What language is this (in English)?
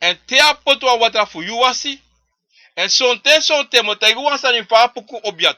Sranan Tongo